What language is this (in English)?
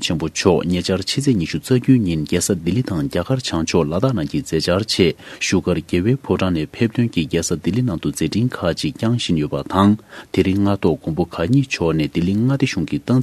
Tibetan